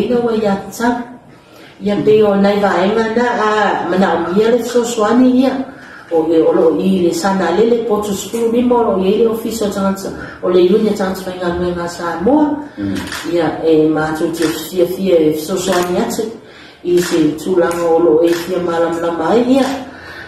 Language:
Samoan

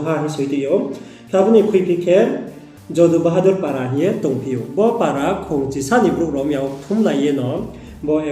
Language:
Riang (India)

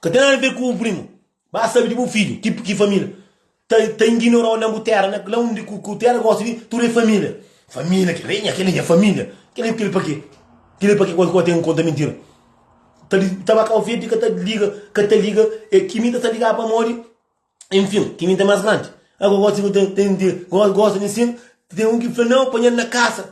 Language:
Kabuverdianu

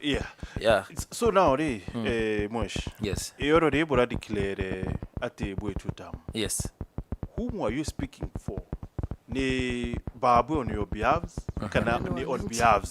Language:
Meru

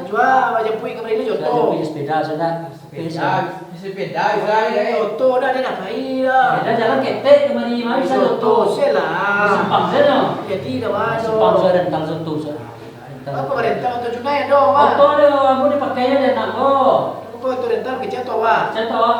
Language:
Minangkabau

